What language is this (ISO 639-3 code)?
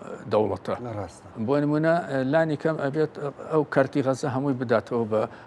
ckb